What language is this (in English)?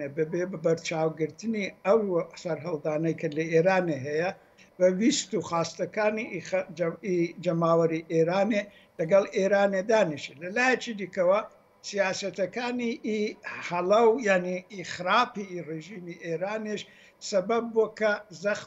Central Kurdish